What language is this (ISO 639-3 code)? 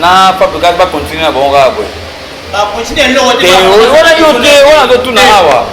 lin